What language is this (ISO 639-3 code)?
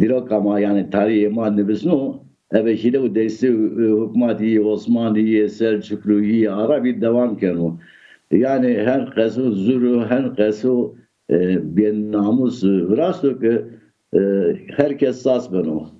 zza